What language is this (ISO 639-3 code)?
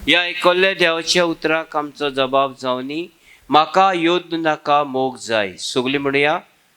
kok